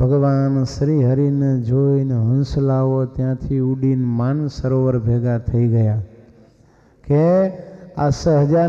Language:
Gujarati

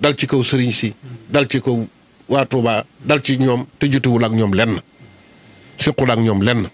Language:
Wolof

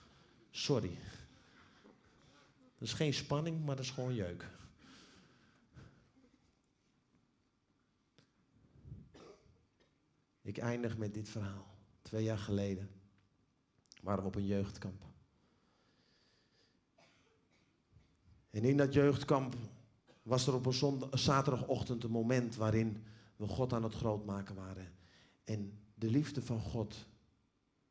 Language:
Dutch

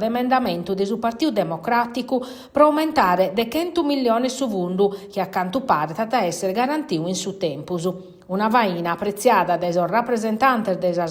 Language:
Sardinian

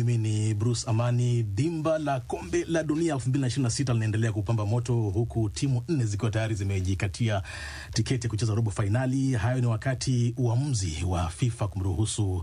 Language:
Swahili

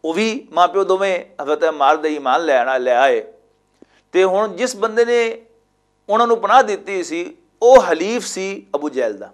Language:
Western Panjabi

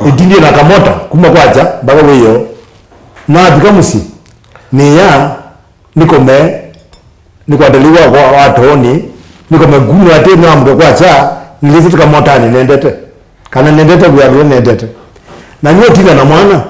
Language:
Kamba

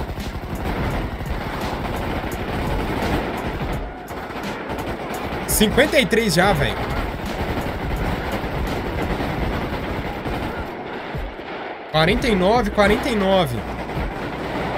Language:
Portuguese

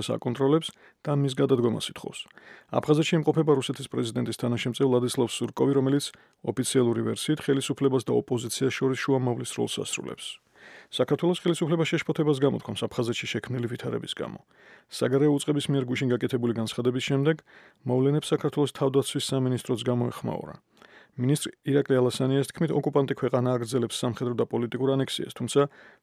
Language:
Georgian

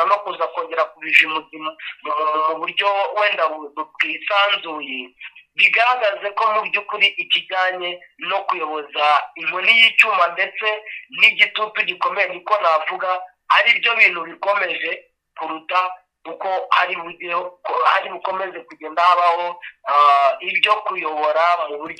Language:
Kinyarwanda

